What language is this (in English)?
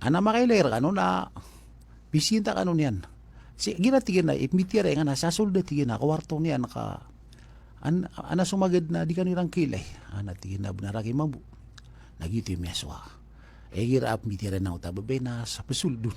Maranao